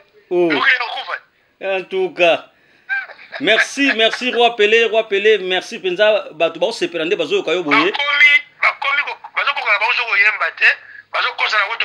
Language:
Lingala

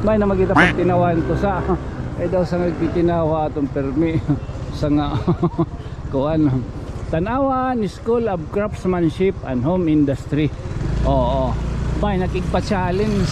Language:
Waray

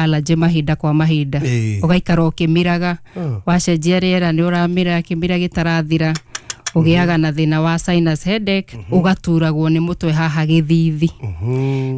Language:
Kikuyu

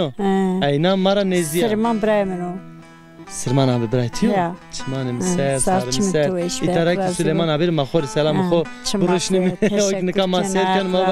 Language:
Zaza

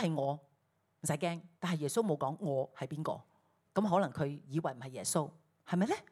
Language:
Cantonese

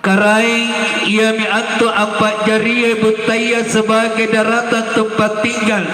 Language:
Makasar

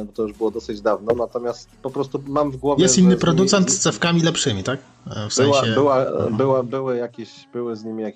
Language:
Polish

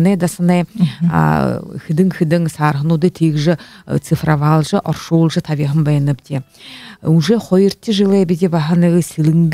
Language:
Buriat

